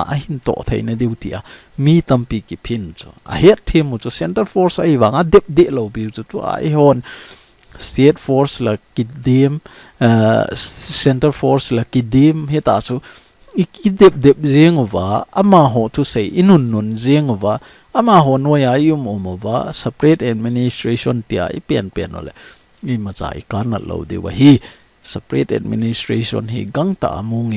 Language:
Thado Chin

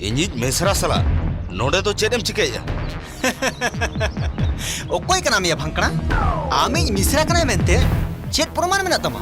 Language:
Santali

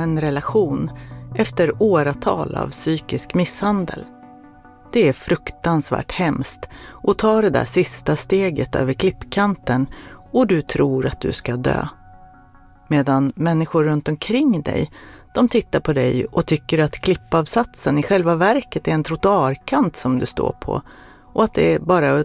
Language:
Swedish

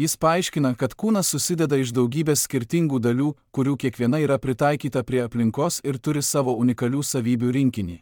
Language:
Lithuanian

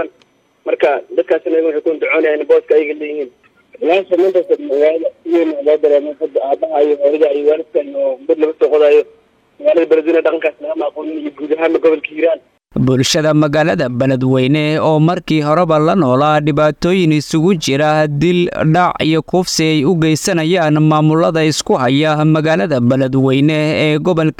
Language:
Somali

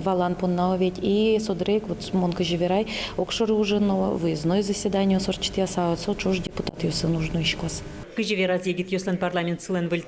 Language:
Udmurt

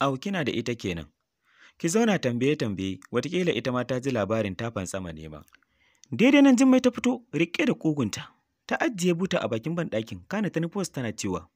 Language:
Hausa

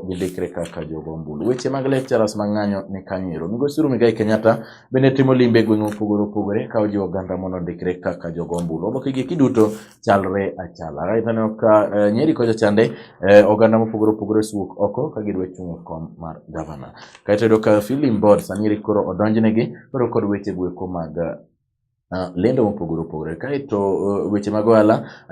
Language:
Luo (Kenya and Tanzania)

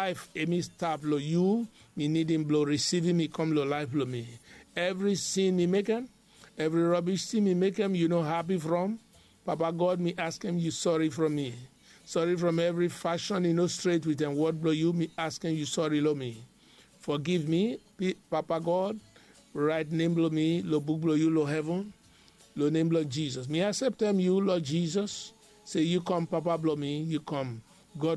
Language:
Bislama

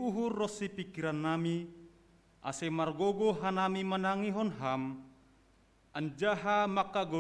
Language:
Batak Simalungun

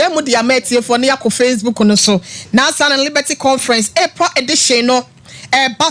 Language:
Akan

